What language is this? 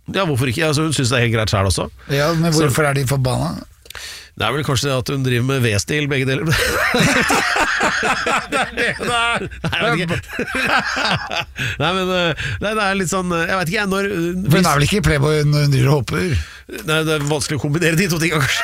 Norwegian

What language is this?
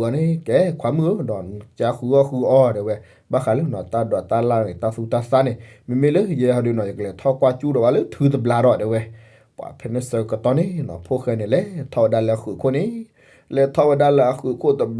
S'gaw Karen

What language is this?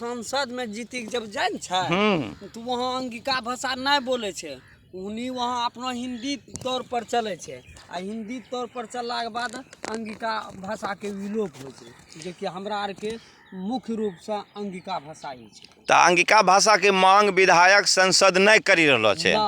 Angika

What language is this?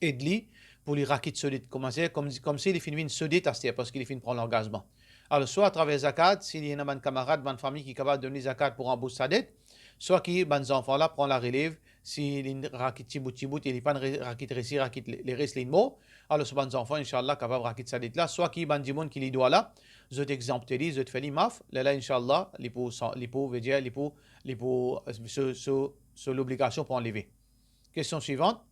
Morisyen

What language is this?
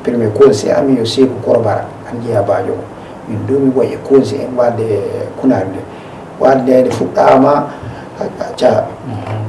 Fula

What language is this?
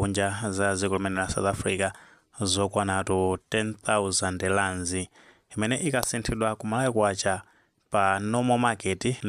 Nyanja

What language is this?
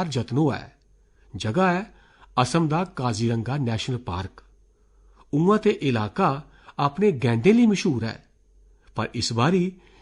Dogri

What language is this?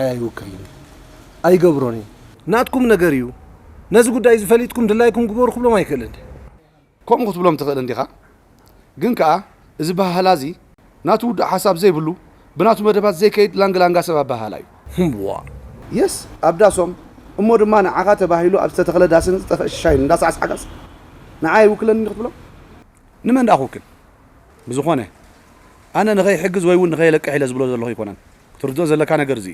Tigrinya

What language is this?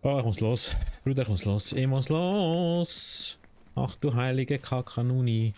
Swiss German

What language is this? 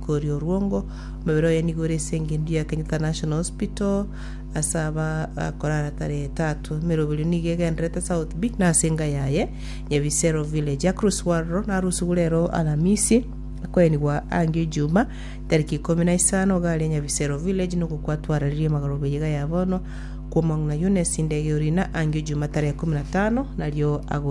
Gusii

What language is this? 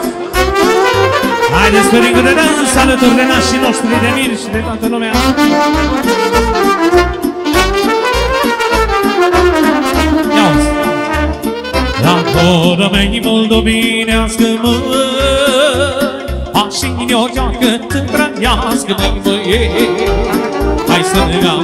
Romanian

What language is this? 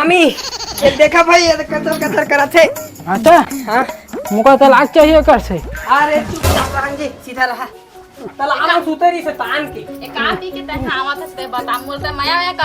Chhattisgarhi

